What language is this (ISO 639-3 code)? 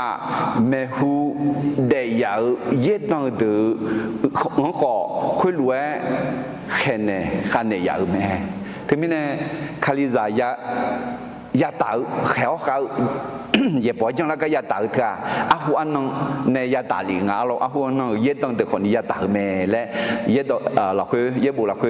ahk